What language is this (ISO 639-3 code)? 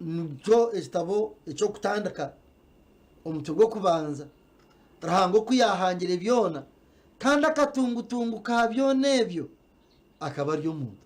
nyn